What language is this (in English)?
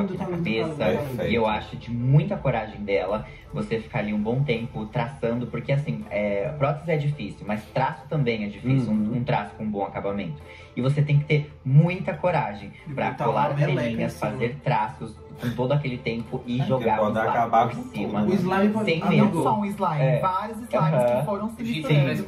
Portuguese